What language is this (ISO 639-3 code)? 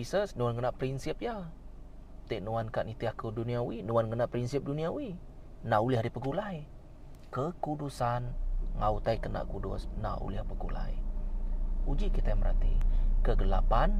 iba